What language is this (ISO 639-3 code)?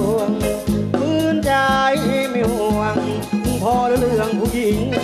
tha